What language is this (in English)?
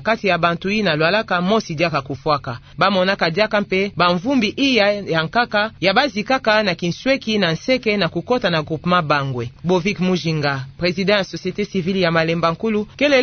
Kituba (Democratic Republic of Congo)